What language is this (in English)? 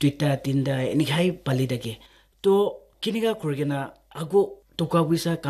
Naga Pidgin